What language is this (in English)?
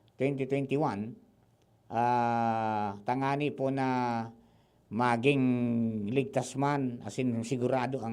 Bikol